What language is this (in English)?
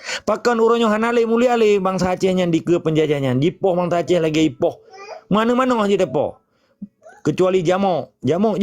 Achinese